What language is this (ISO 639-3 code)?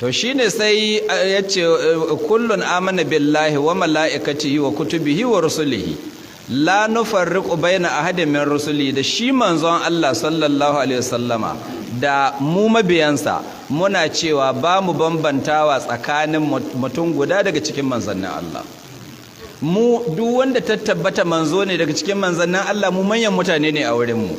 hau